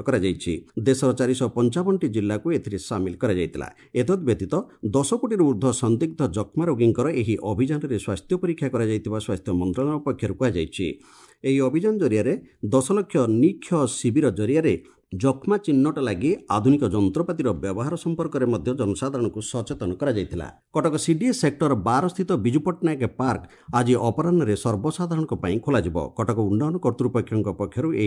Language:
Odia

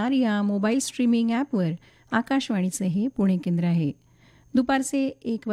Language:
Marathi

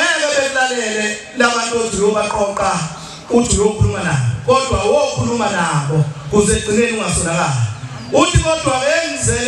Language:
Zulu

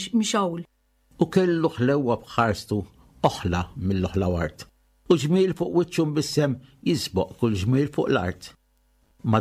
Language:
Maltese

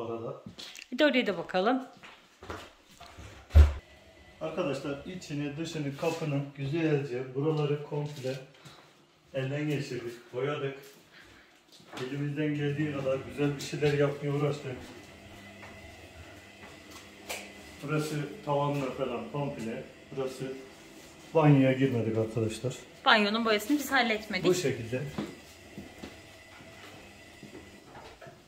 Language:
Turkish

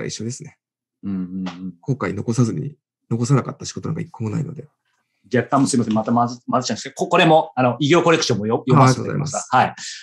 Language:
Japanese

